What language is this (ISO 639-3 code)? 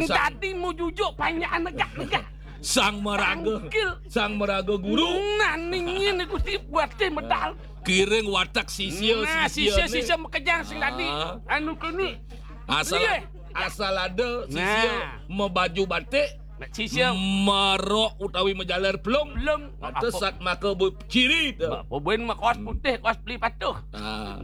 ban